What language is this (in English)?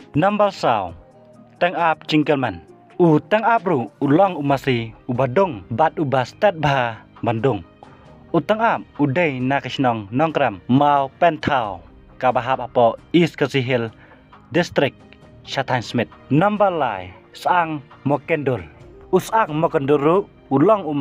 Khasi